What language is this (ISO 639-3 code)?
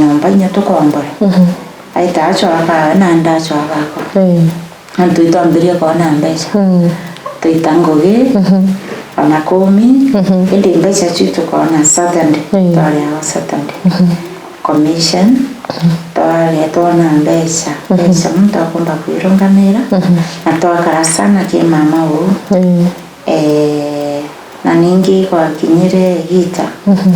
mer